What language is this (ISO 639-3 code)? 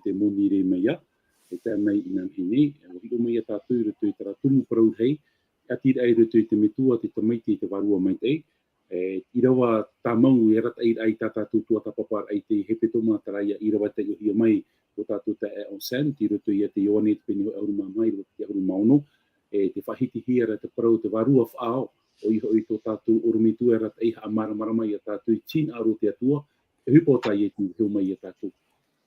tah